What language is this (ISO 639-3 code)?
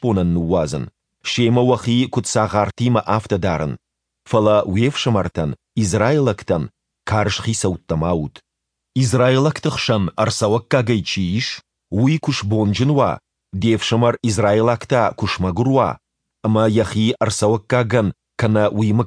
oss